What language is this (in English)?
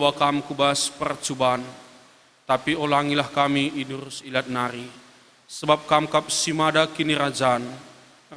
Batak Karo